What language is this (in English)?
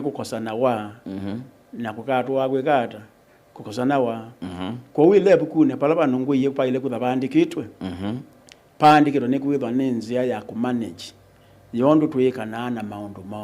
Kamba